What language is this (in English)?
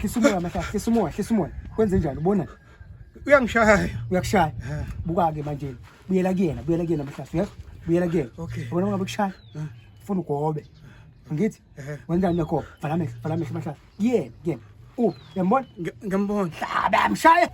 Zulu